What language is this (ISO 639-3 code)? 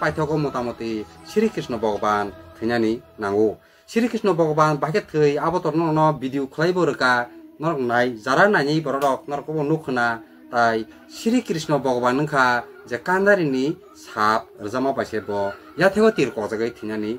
trp